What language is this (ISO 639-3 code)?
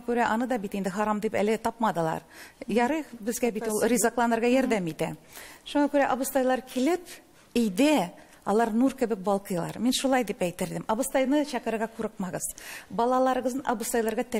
tat